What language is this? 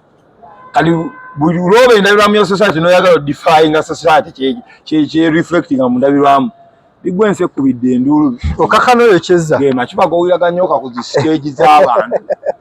Ganda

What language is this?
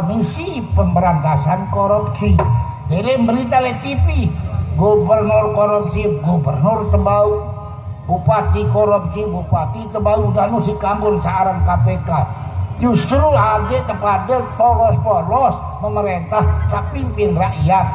Sasak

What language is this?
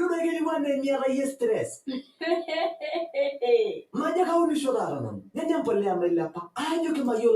Masai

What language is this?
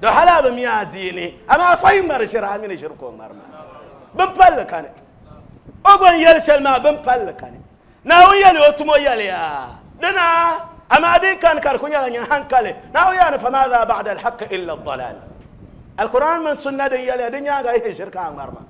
Dagbani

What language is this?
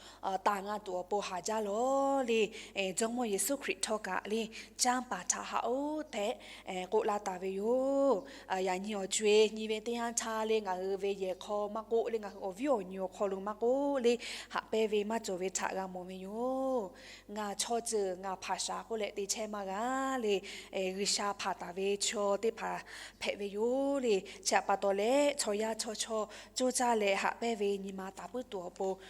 Lahu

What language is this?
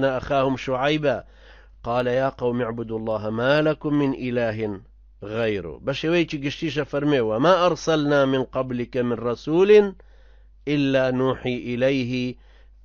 Central Kurdish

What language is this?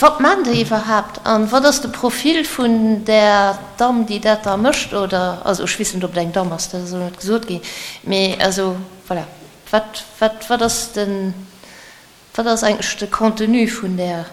Luxembourgish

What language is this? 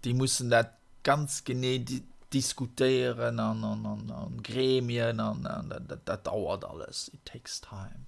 Luxembourgish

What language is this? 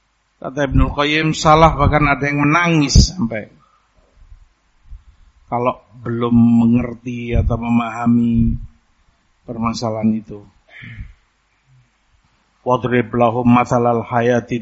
Indonesian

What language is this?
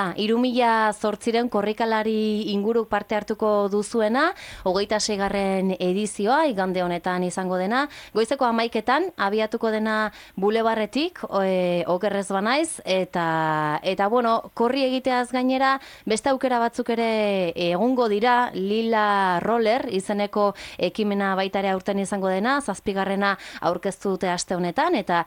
Basque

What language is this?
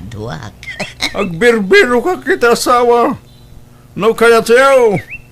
Iloko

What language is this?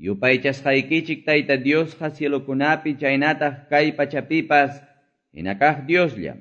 Quechua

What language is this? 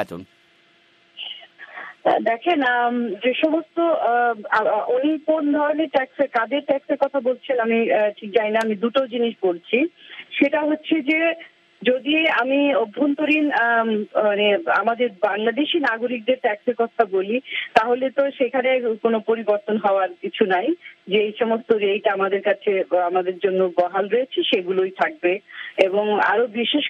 Bangla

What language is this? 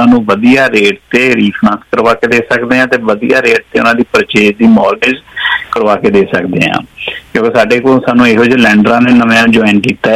Punjabi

